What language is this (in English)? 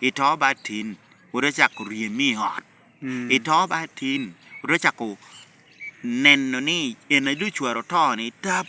Lango (Uganda)